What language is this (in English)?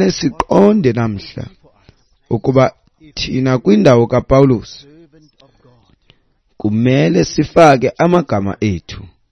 Xhosa